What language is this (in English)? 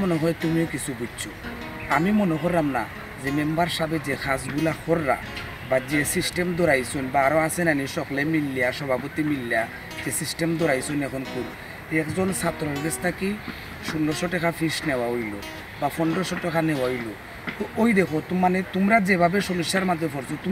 Sylheti